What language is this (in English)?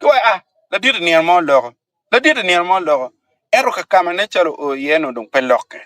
Acoli